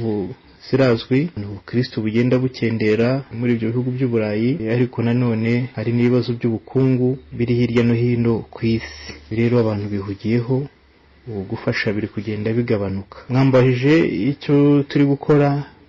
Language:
Kinyarwanda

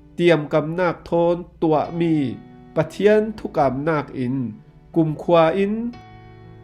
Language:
Falam Chin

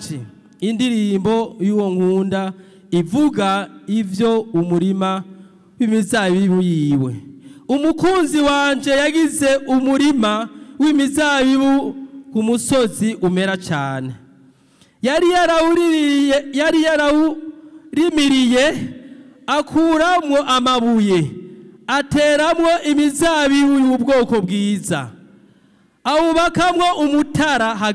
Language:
Rundi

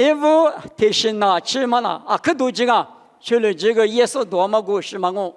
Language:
Lisu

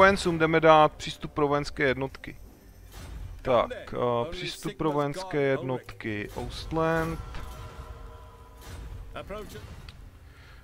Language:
Czech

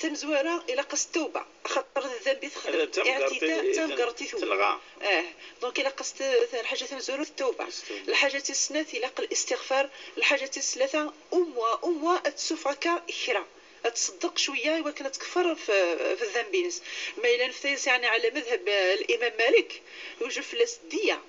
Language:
Moroccan Arabic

